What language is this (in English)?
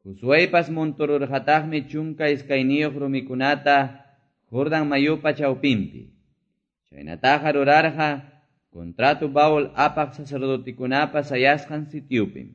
Quechua